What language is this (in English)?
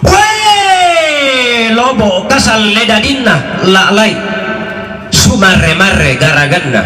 Toraja-Sa'dan